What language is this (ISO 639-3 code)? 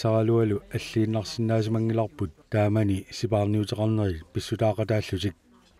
kal